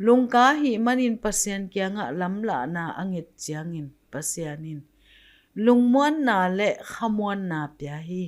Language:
Tedim Chin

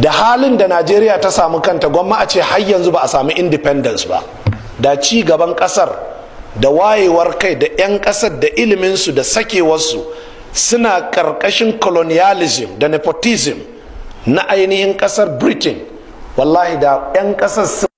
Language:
Hausa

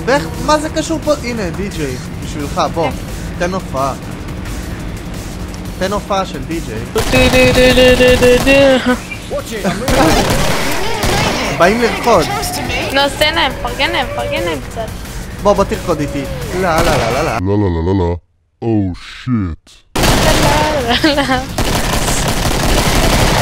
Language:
Hebrew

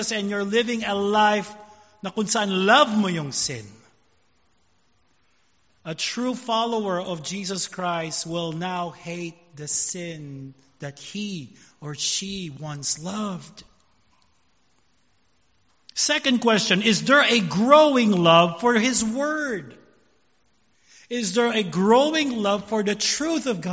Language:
Filipino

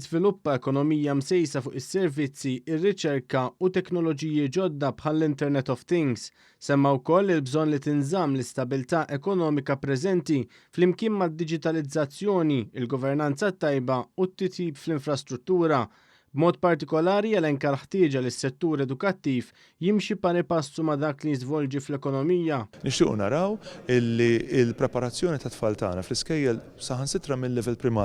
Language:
Maltese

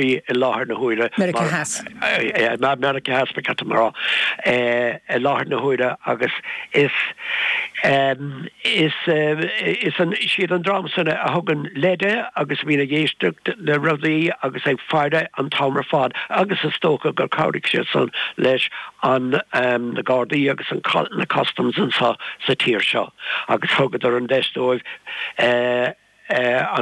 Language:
Irish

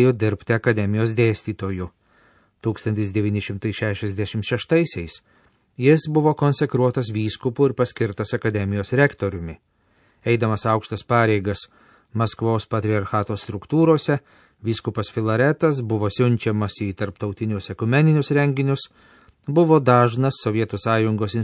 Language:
Lithuanian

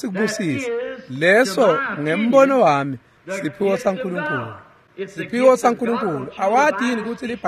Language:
Swati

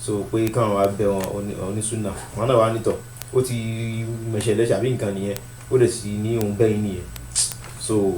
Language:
Yoruba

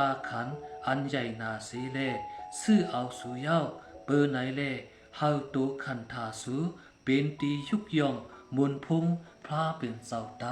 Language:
Shan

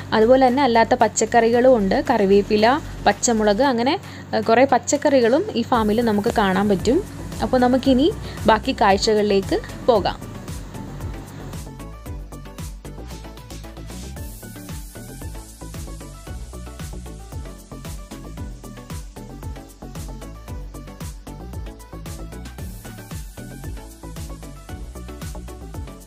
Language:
Malayalam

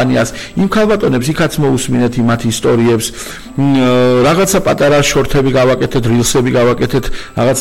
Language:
Georgian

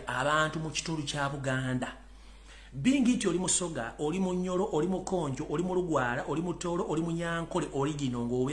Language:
Ganda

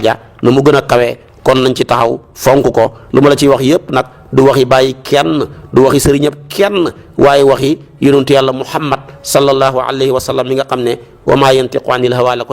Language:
Wolof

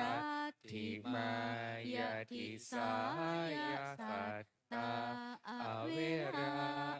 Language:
Pali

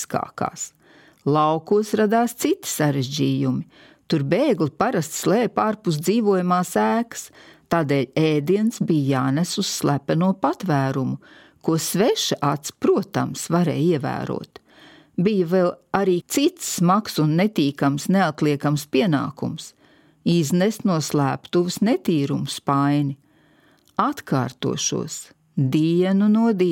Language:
Latvian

